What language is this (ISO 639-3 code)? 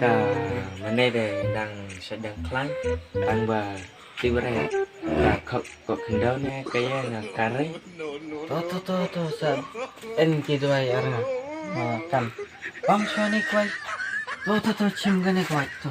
kha